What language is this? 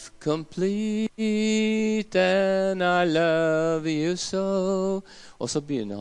Norwegian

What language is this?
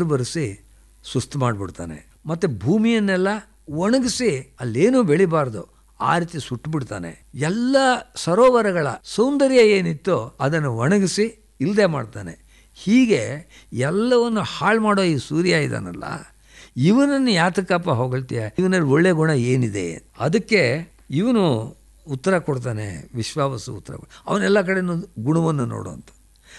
Kannada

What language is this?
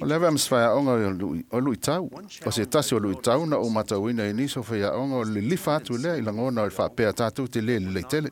Samoan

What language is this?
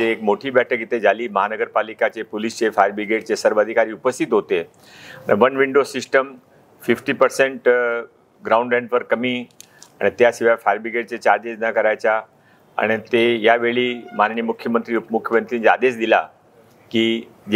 Marathi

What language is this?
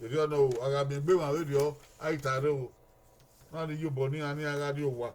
Bini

